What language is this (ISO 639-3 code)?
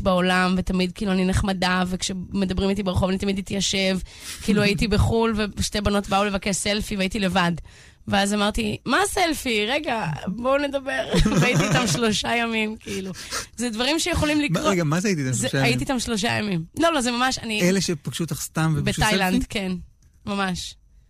heb